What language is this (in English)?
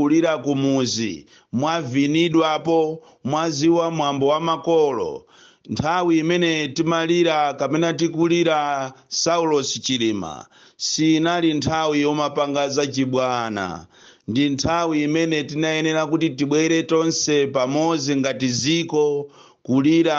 Nyanja